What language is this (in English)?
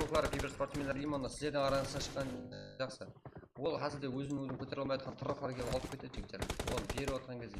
Kara-Kalpak